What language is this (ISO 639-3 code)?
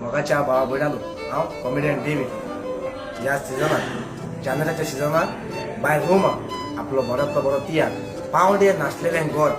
kok